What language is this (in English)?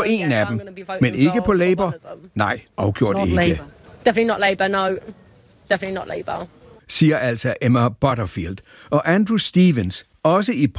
Danish